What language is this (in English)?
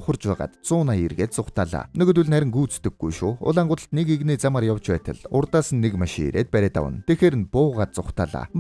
Mongolian